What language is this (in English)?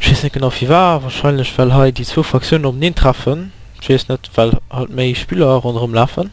Luxembourgish